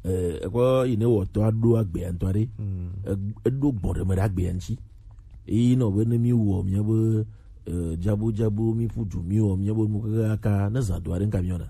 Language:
Gen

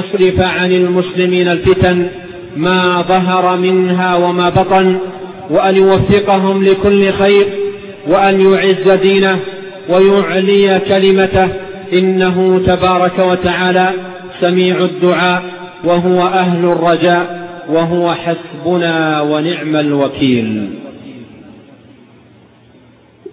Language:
Arabic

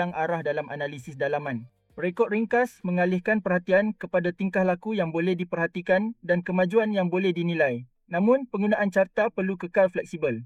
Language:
Malay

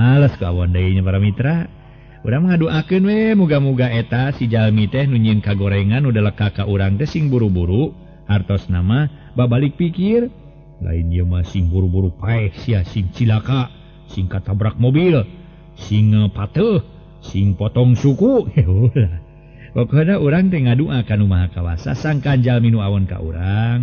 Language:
Sundanese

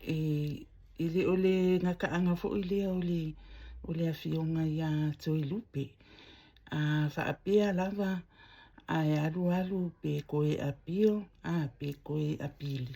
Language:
Samoan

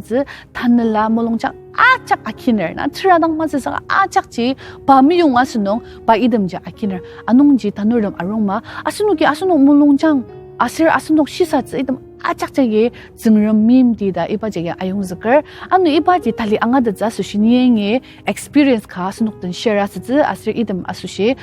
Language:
Ao Naga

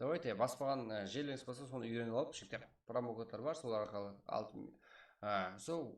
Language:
Kara-Kalpak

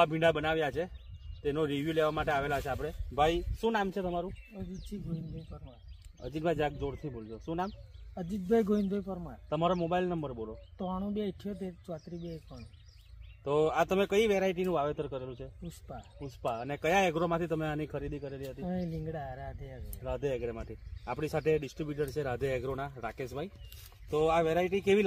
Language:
Gujarati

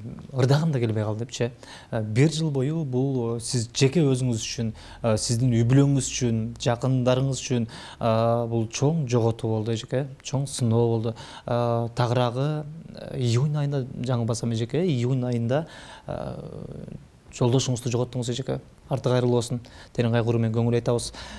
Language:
Kyrgyz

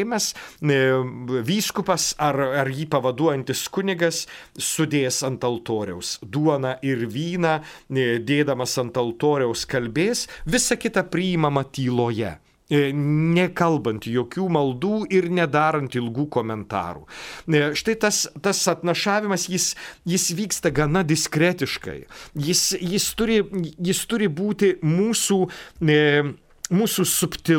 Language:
Lithuanian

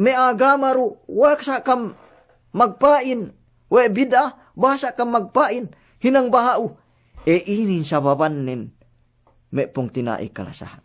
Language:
Yakan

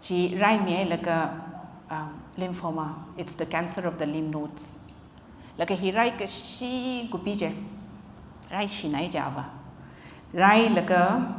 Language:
Tangkhul Naga (India)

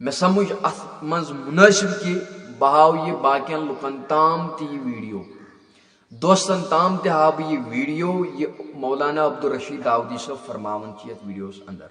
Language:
Kashmiri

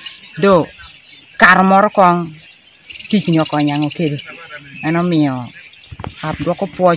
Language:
Teso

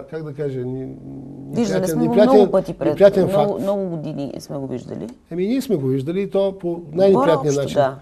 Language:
Bulgarian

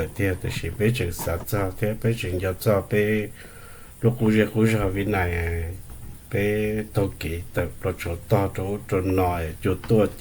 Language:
Hmong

